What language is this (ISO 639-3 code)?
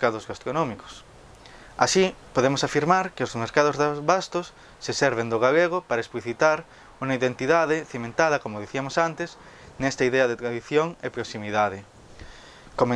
glg